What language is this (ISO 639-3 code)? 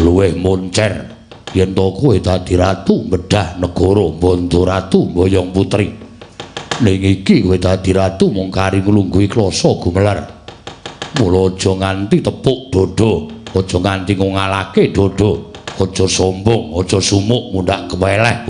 jav